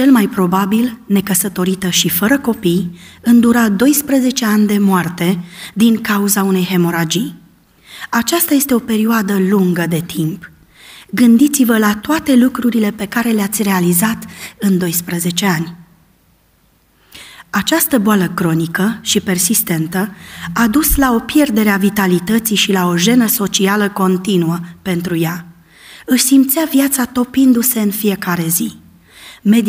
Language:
Romanian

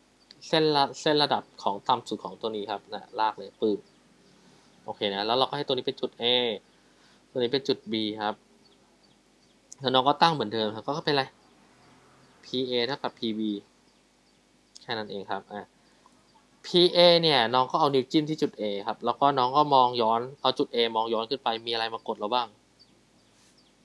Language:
Thai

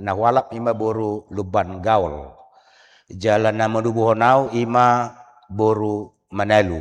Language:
Batak Toba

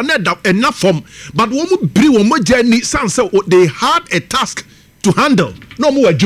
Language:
Akan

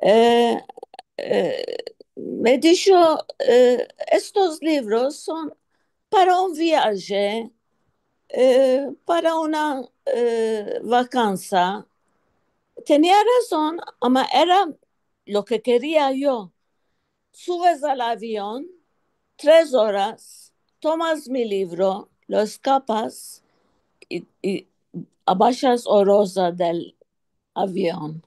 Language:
Ladino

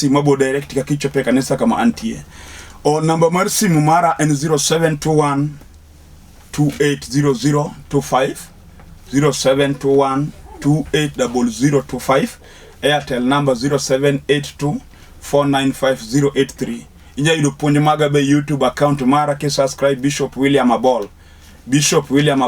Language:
Luo (Kenya and Tanzania)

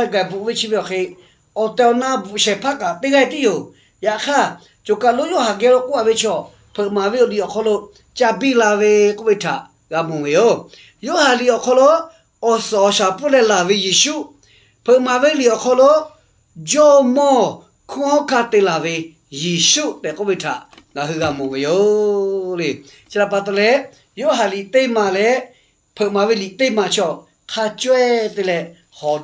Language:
Lahu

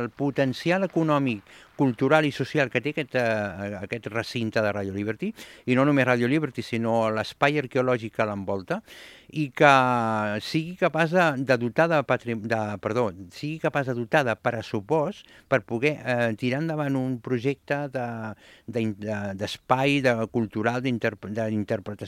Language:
Catalan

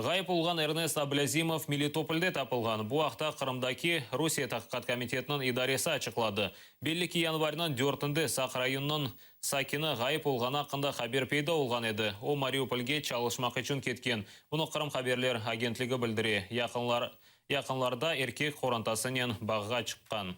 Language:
Crimean Tatar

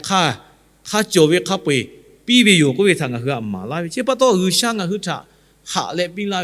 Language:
Lahu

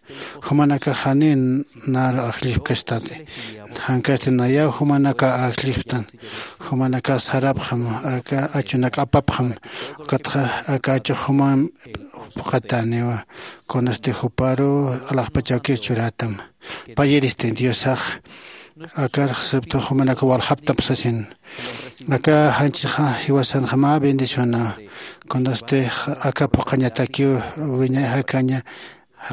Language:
Aymara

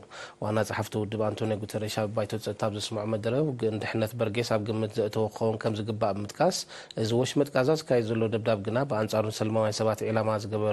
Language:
Tigrinya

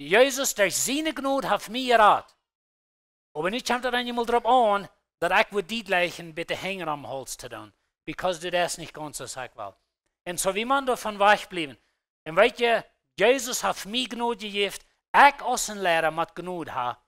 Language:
Plautdietsch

